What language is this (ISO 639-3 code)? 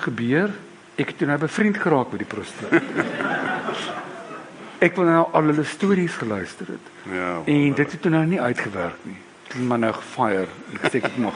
afr